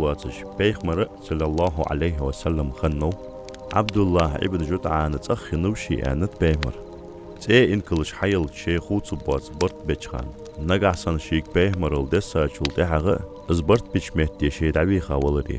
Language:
Ingush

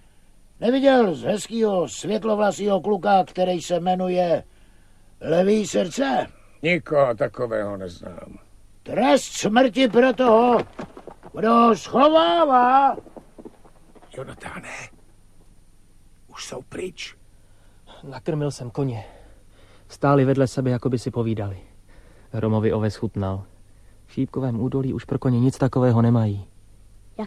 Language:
Czech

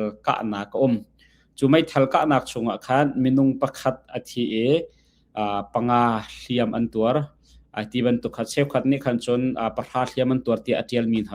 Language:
Hakha Chin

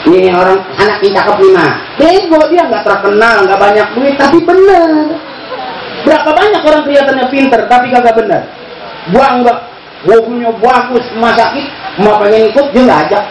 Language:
Betawi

